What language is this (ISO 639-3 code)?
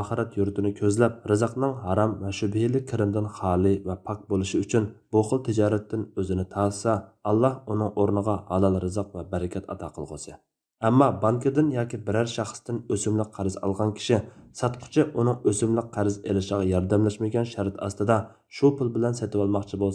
uig